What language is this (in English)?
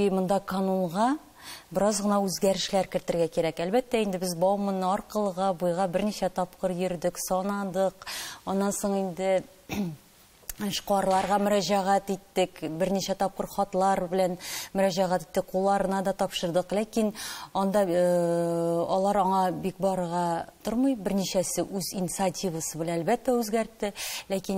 Tatar